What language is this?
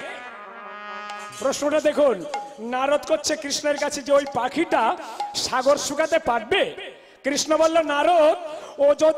Bangla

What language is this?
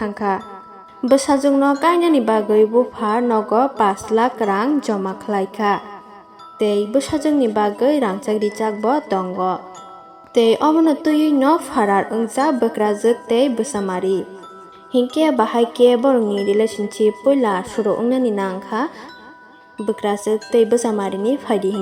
Kok Borok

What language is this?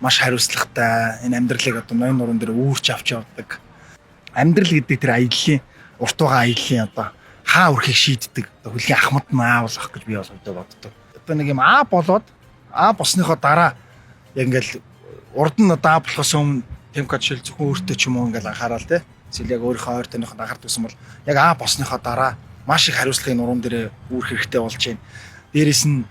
Mongolian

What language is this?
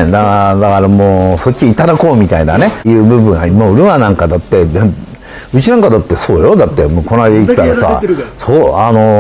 Japanese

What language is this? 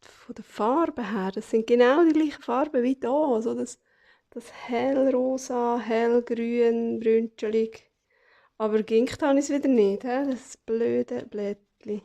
Swiss German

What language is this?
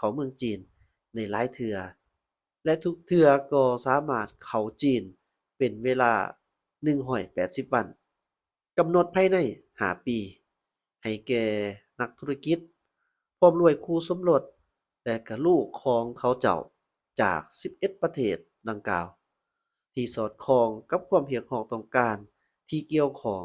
Lao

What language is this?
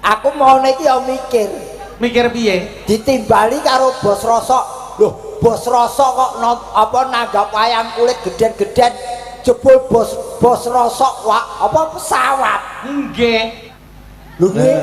Javanese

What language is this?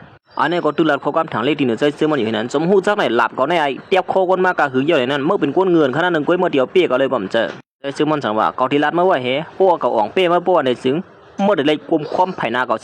Shan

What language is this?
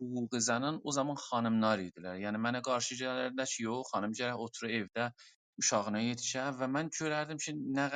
South Azerbaijani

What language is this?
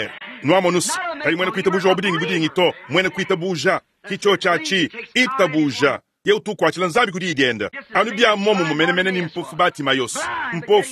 Luba-Lulua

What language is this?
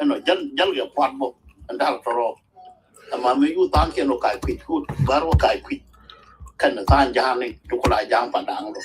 Nuer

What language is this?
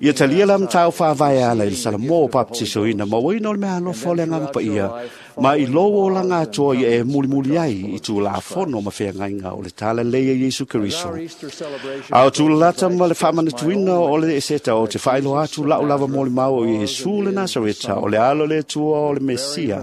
Samoan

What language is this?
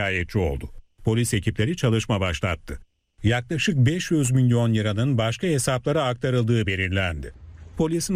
Turkish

